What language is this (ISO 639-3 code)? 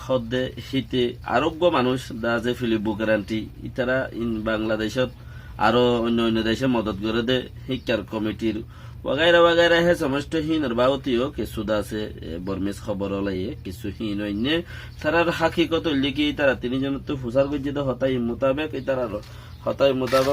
rhg